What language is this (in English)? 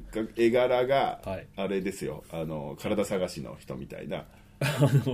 Japanese